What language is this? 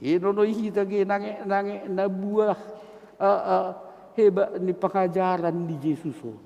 Batak Simalungun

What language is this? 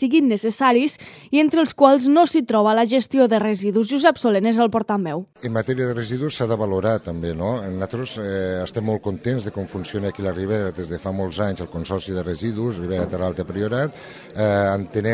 Catalan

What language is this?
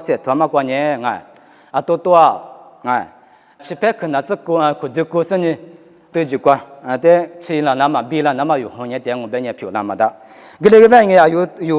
Lisu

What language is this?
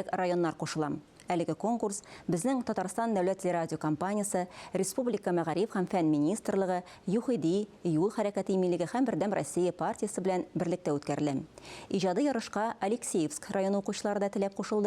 Tatar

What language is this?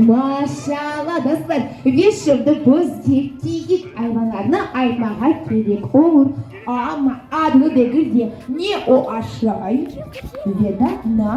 Crimean Tatar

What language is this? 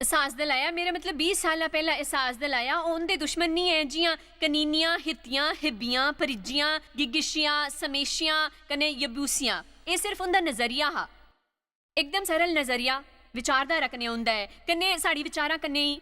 Dogri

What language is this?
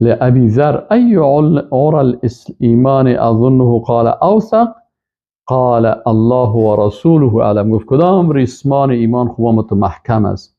Persian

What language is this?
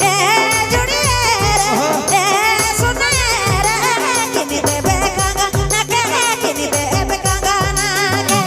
Sadri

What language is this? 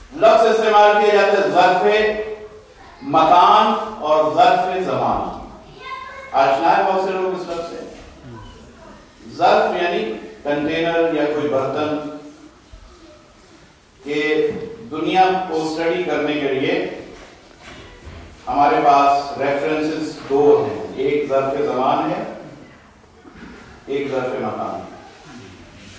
Urdu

